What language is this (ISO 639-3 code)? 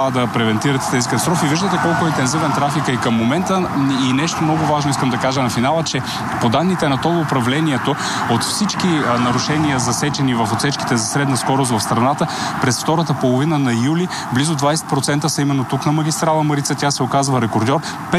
bul